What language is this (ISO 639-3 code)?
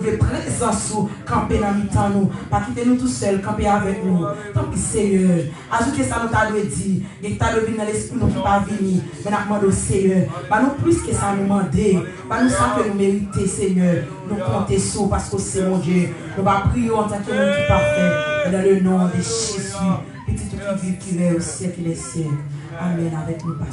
hat